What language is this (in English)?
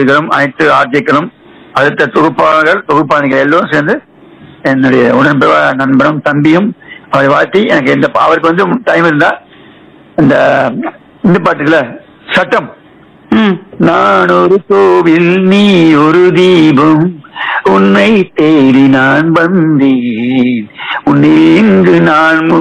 Tamil